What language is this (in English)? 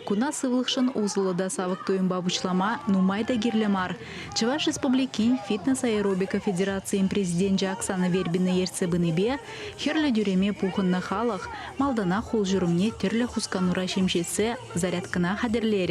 Chuvash